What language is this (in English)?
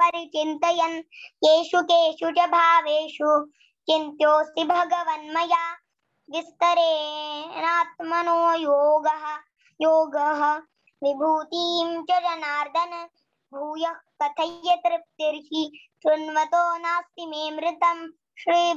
Sanskrit